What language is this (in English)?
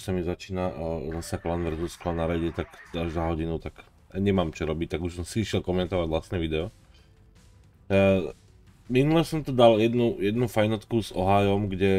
Slovak